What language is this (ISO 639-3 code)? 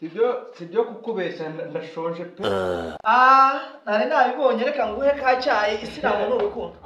kin